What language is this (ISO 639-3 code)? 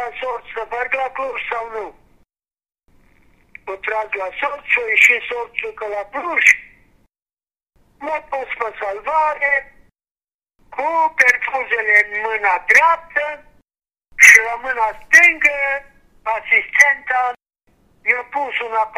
ron